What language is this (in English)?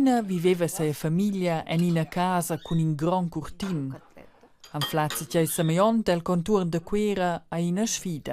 Romansh